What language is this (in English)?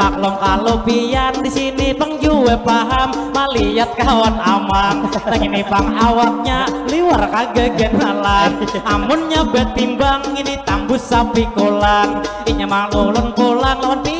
Banjar